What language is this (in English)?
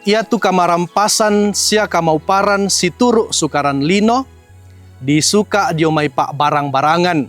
Toraja-Sa'dan